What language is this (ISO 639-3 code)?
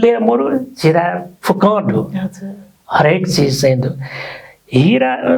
new